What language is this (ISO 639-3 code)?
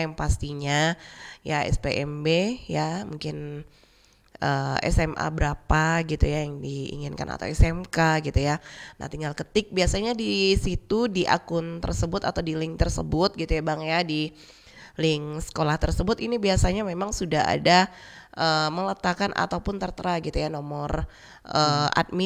ind